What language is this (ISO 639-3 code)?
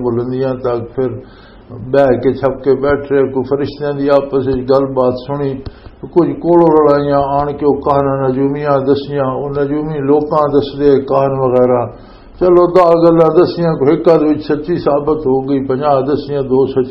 lah